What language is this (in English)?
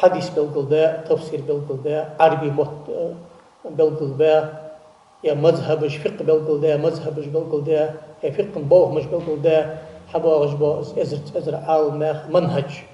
Ingush